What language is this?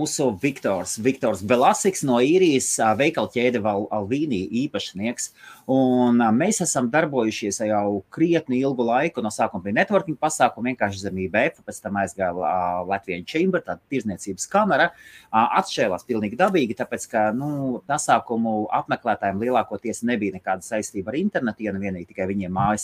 Latvian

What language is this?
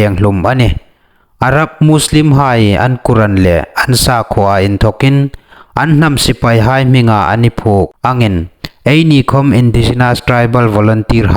Hmar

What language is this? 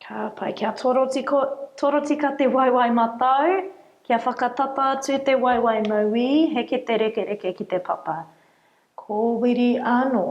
Māori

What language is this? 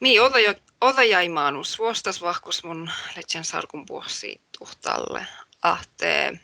Northern Sami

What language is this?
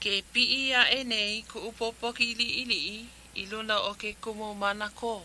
Hawaiian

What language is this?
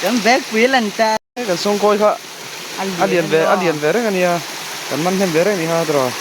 Mizo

